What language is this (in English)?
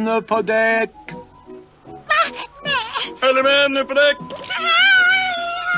Swedish